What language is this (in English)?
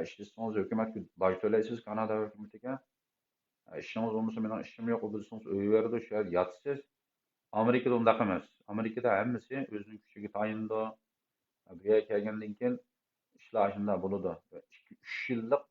Uyghur